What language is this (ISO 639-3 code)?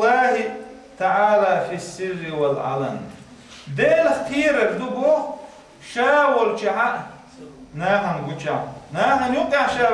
che